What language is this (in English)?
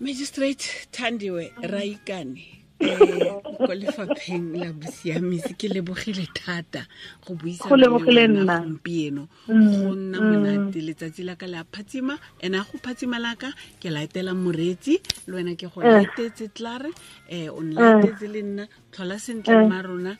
Tswana